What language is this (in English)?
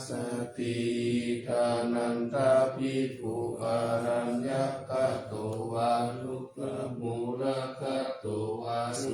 Pali